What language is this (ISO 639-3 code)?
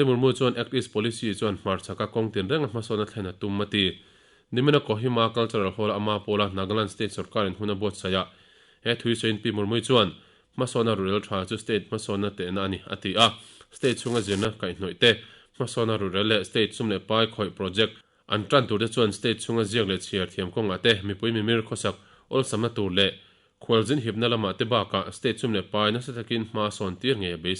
lus